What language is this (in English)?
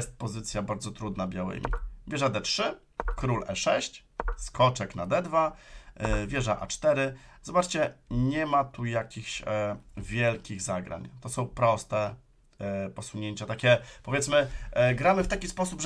Polish